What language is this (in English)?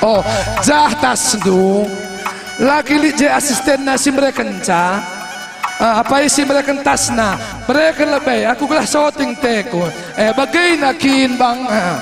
Batak Karo